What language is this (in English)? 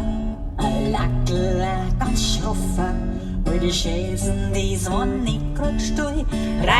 Bavarian